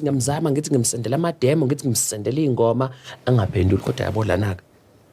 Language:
Zulu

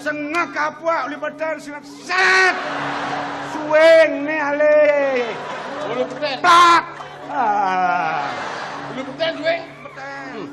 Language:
Balinese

